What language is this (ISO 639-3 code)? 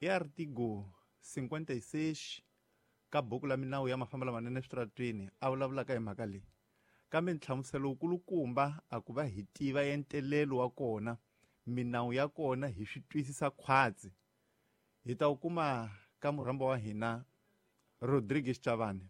tso